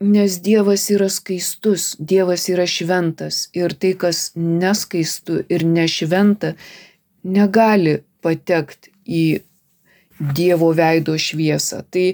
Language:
Lithuanian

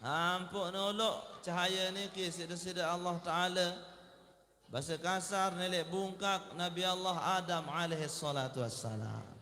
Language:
Sasak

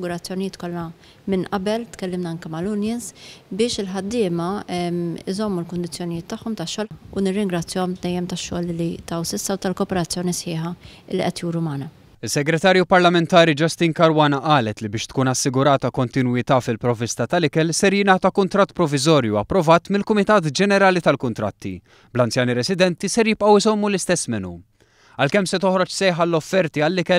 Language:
Maltese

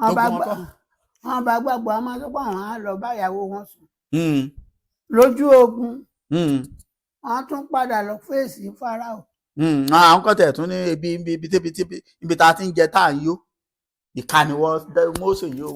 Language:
Yoruba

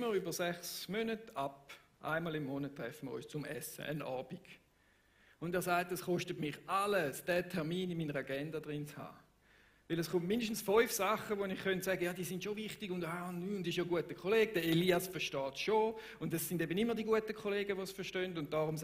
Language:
Swiss German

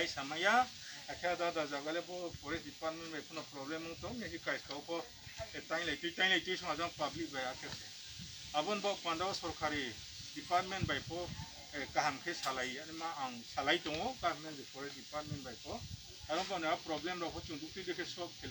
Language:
Riang (India)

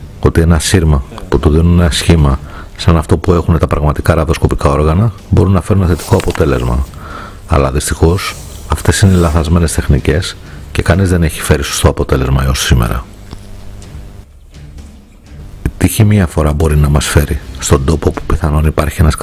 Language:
Greek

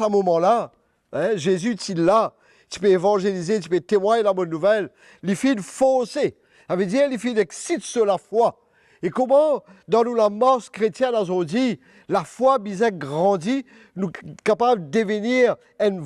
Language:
Morisyen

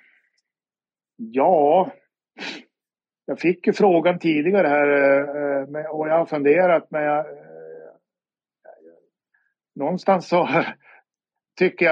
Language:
Swedish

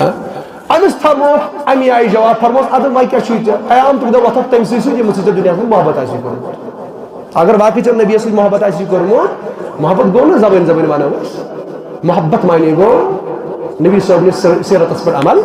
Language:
Kashmiri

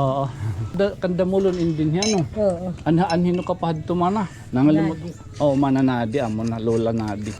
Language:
Waray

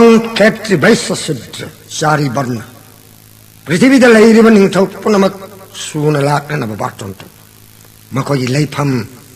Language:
Manipuri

